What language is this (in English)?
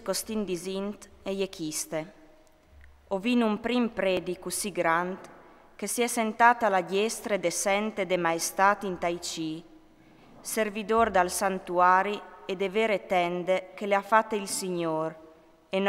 Friulian